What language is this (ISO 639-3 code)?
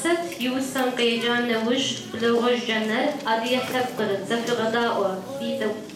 kbd